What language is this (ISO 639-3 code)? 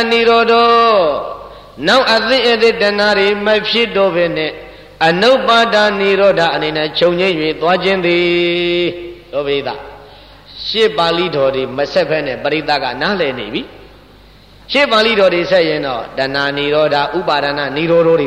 mya